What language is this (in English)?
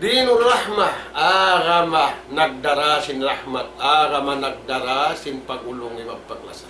Tausug